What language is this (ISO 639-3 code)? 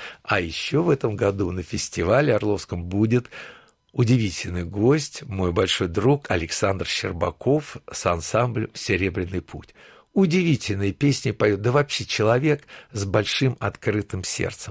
rus